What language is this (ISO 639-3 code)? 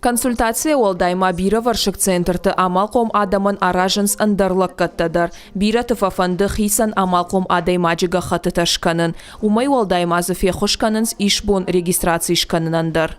oss